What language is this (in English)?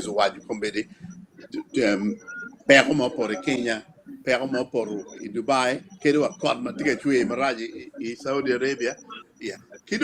Acoli